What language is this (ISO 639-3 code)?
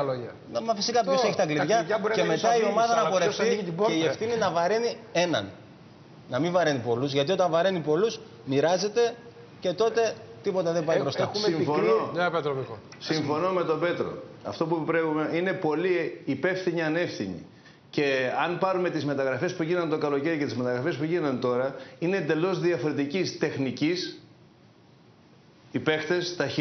ell